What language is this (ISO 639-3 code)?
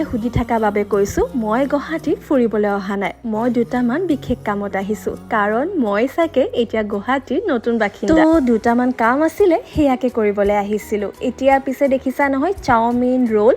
asm